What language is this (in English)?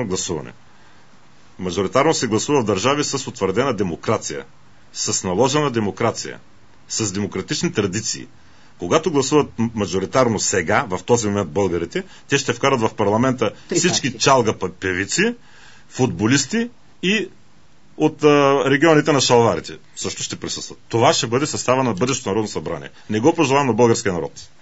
Bulgarian